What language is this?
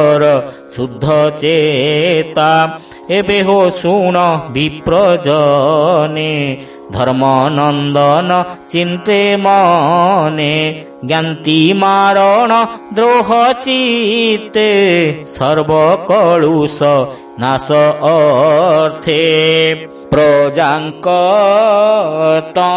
Odia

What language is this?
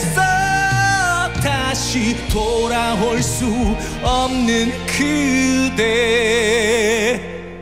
Korean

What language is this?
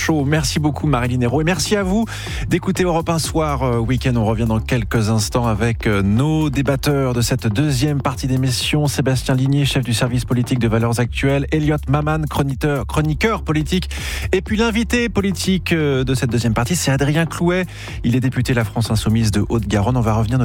French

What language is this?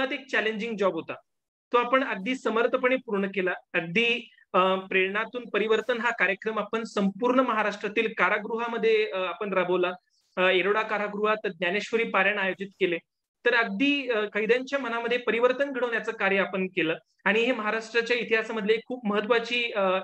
Marathi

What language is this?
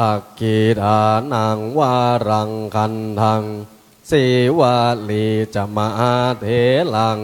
Pali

